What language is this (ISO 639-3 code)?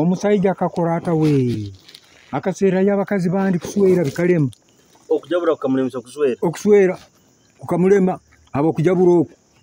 nyo